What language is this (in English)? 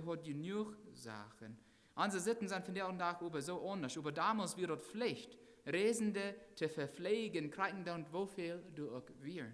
Plautdietsch